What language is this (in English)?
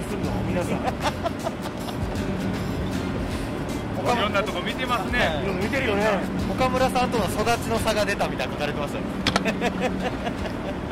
Japanese